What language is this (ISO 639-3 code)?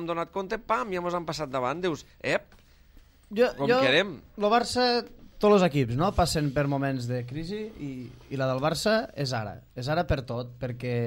cat